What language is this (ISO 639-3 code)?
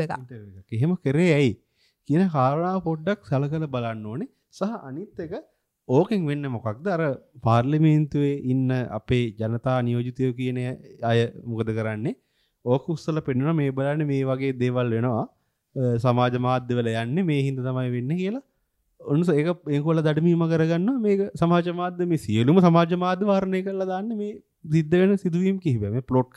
sin